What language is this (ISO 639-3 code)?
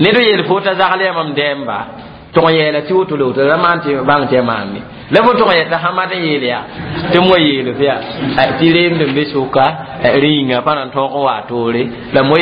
mos